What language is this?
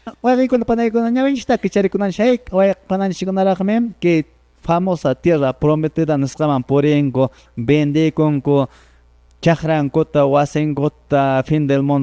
Quechua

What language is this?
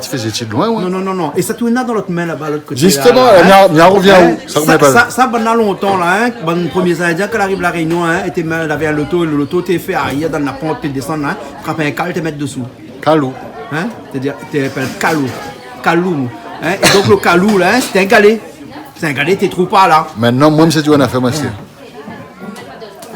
Réunion Creole French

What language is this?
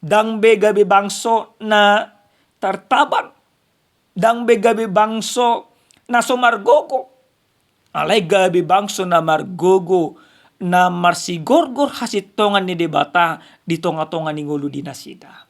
Batak Toba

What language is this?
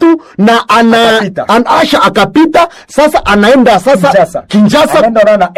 Swahili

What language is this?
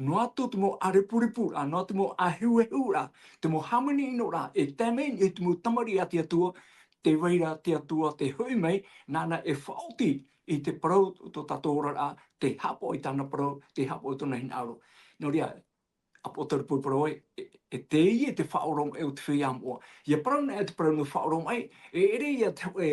Tahitian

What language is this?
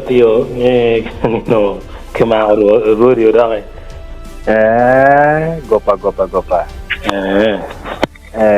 Acoli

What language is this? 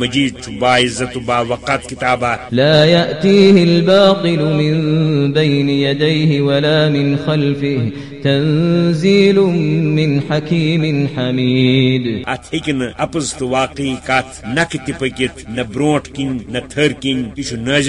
Kashmiri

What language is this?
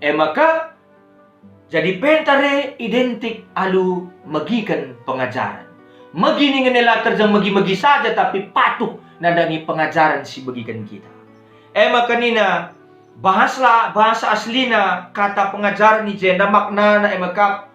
Batak Karo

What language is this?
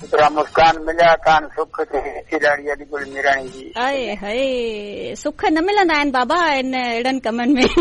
Sindhi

